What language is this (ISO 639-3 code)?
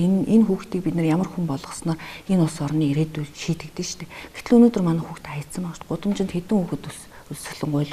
mon